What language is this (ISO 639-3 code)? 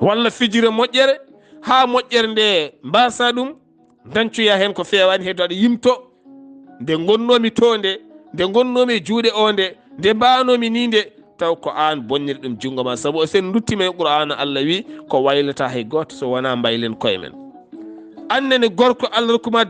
ful